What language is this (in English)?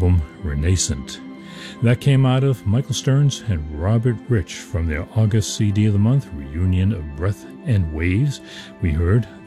English